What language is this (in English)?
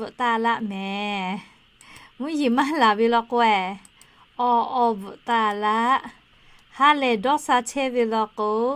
Lahu